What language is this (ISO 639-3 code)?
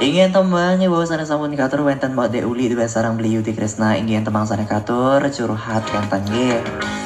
ban